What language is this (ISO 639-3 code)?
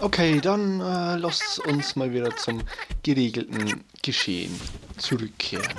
bar